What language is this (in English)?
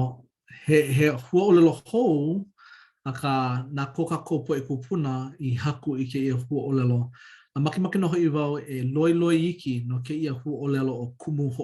Hawaiian